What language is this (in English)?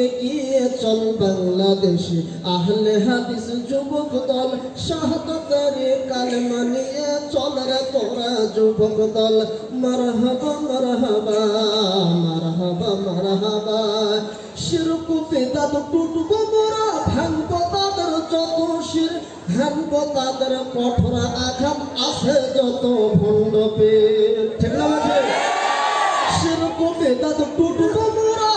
Bangla